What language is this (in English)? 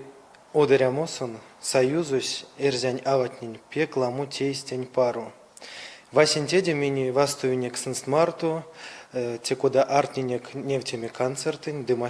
Erzya